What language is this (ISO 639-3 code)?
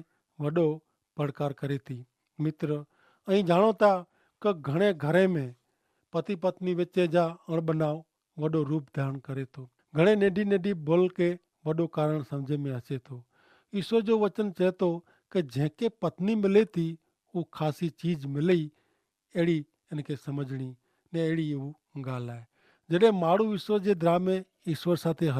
kfr